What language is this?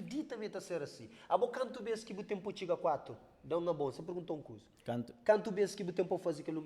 Kabuverdianu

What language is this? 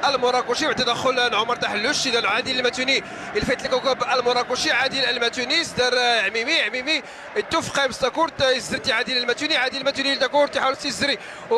Moroccan Arabic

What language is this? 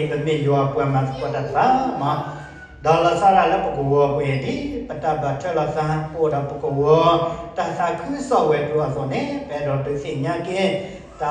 S'gaw Karen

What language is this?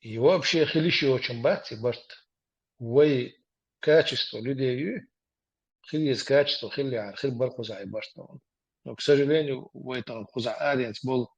Chechen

